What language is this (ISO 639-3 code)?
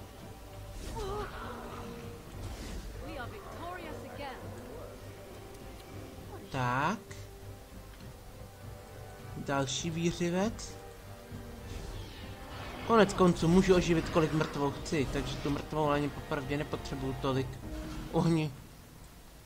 ces